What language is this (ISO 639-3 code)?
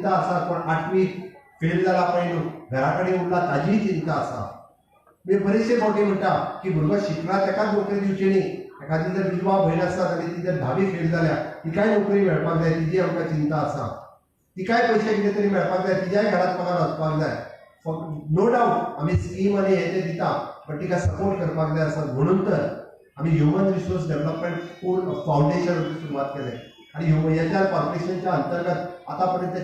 kok